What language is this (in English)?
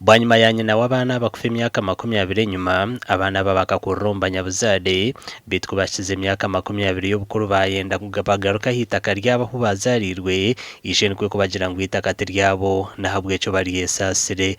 Nyankole